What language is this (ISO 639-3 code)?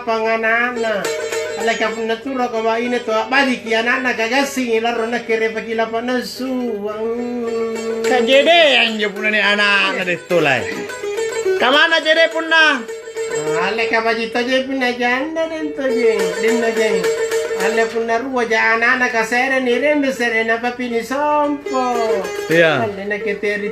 mak